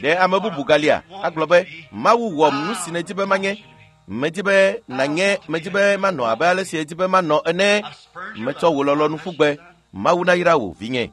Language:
Ewe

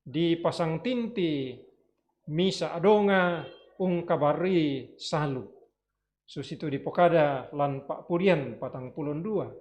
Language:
Toraja-Sa'dan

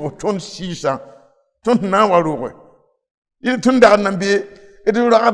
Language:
Mossi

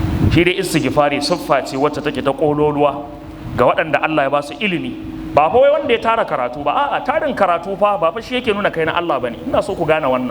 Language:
Hausa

